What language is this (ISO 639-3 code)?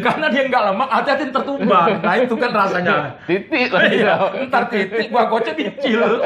mui